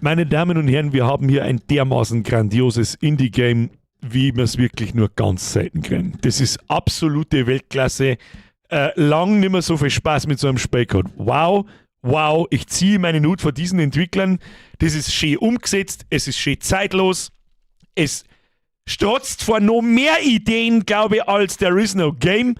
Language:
Bavarian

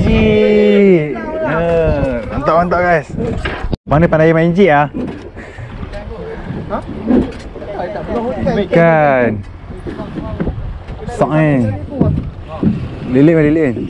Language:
Malay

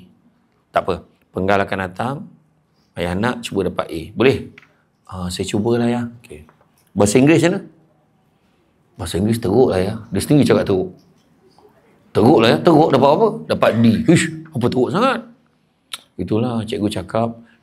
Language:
Malay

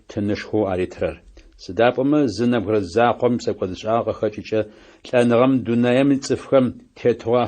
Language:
Adyghe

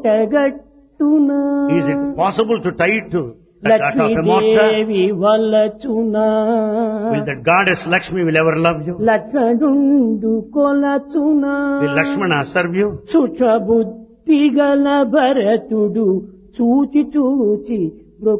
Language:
Telugu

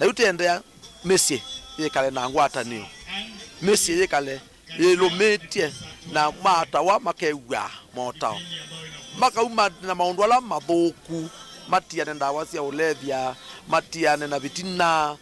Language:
Kamba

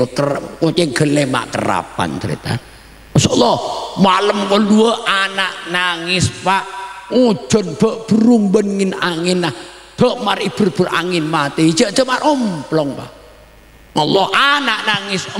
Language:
Madurese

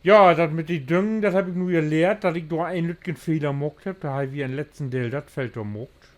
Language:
Low German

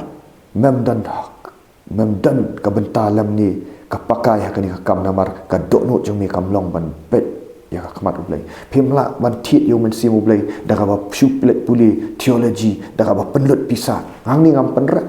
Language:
Khasi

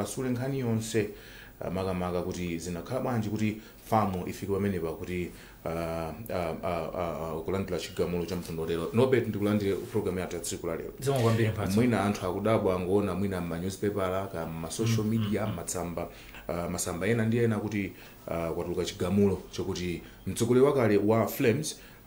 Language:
Nyanja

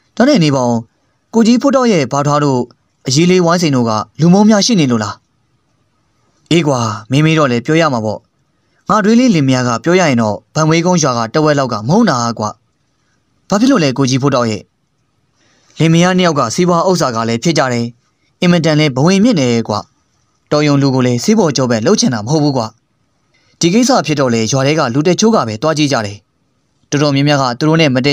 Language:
Burmese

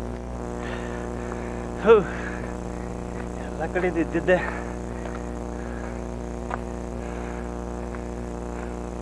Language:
Kannada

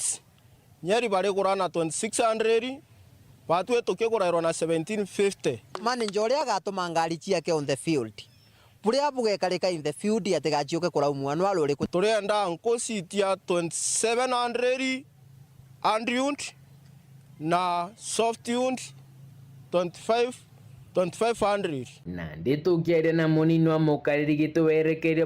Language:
Meru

